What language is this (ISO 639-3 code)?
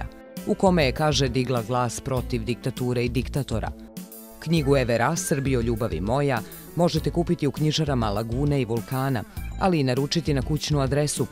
srp